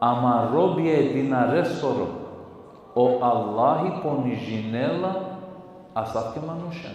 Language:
Balkan Romani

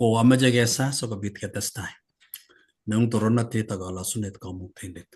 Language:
Kalenjin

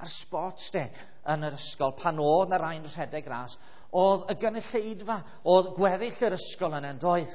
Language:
Welsh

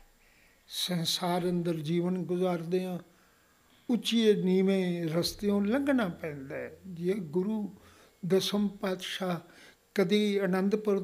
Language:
Punjabi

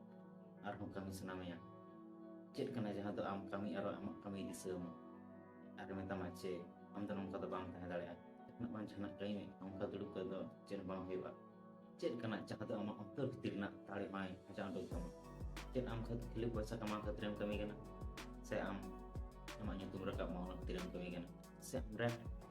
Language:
Santali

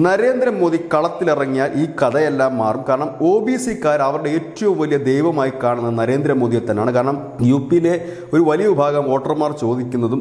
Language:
Malayalam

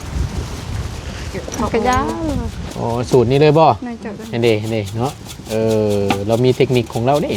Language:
Northeastern Thai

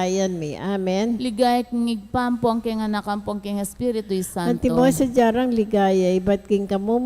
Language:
Pampanga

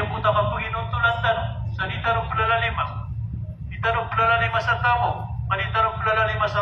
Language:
Maranao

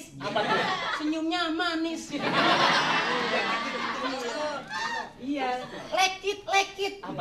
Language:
Betawi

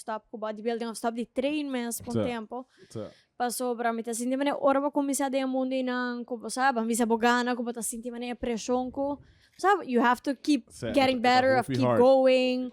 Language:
Papiamento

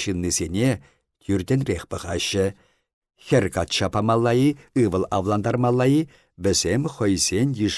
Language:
Chuvash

